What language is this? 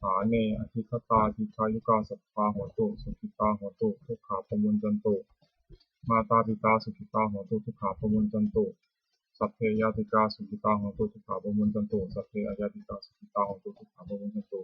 Pali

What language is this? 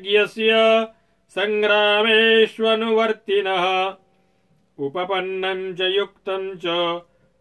Sanskrit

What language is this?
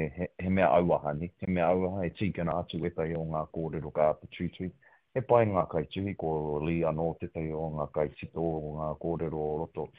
Māori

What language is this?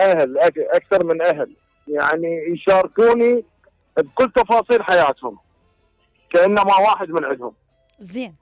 Mesopotamian Arabic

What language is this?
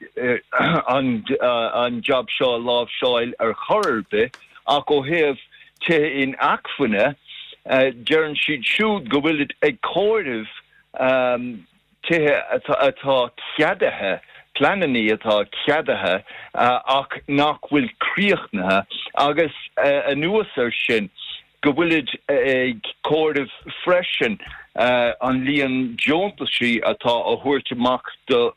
Irish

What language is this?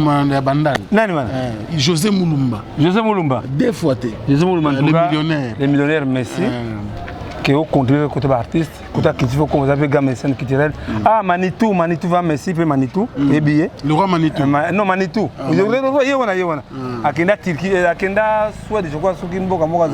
Lingala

